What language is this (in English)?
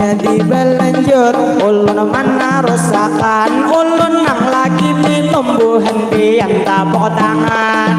Banjar